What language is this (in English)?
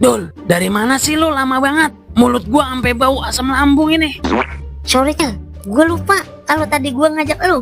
Betawi